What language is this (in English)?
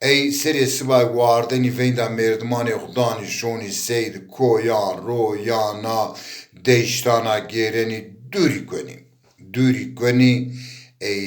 Zaza